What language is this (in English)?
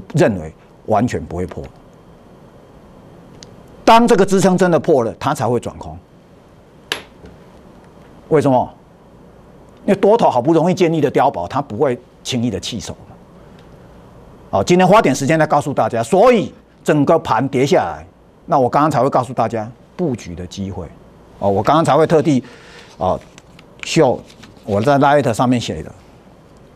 Chinese